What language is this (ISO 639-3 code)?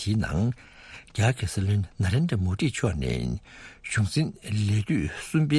bod